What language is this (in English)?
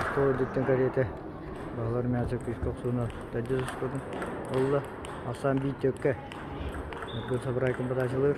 Yakut